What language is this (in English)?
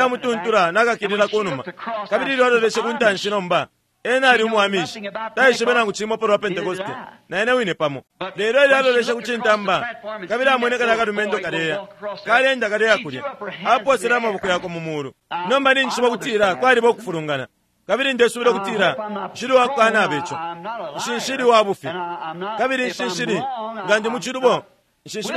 Bemba